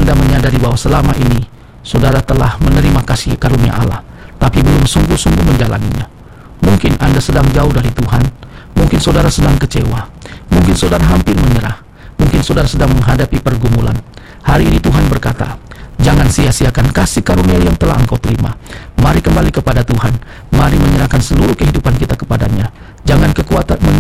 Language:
Indonesian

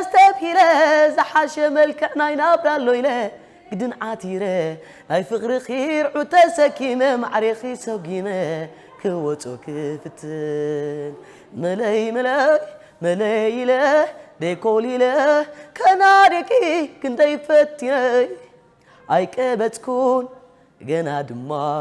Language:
Tigrinya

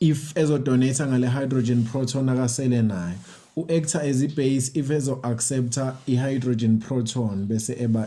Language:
Zulu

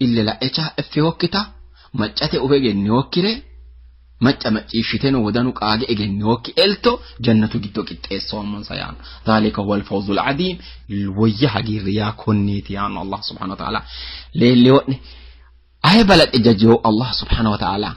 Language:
Sidamo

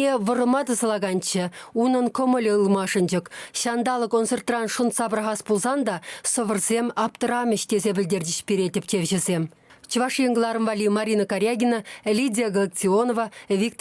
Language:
Chuvash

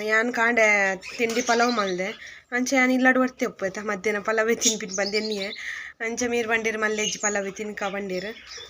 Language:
Tulu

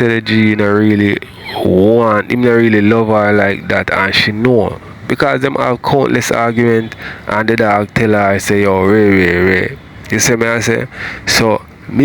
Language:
Jamaican Creole English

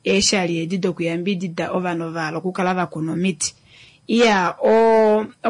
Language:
Kuanyama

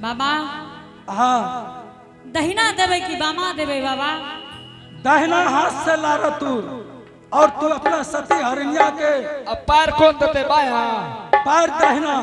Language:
Angika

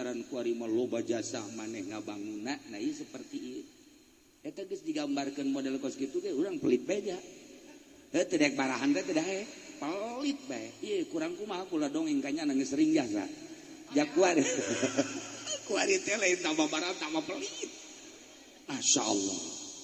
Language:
Sundanese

